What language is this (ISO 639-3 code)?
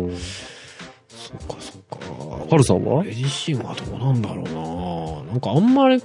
jpn